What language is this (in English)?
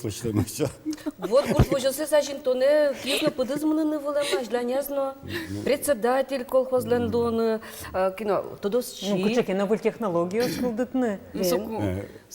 Udmurt